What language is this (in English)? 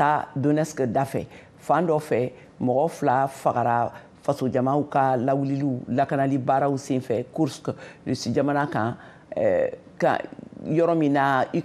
Bambara